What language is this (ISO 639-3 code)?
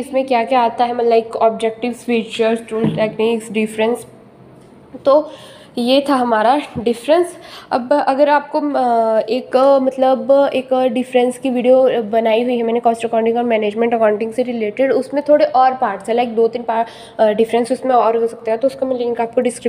hin